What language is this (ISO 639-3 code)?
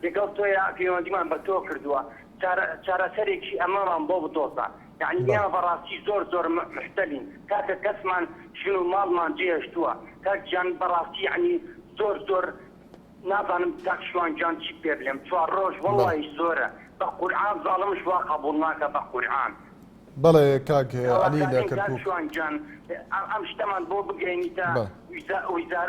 ckb